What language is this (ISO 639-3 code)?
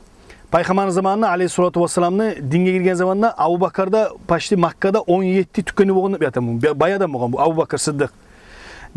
kum